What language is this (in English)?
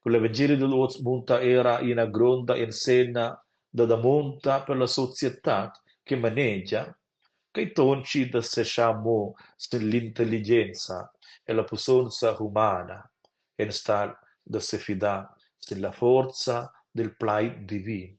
Romansh